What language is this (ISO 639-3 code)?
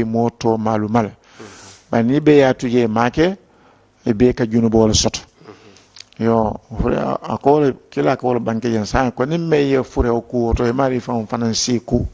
man